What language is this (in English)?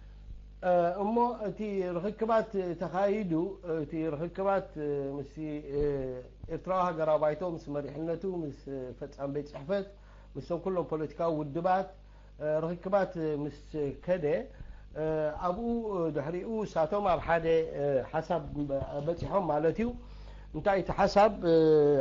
Tigrinya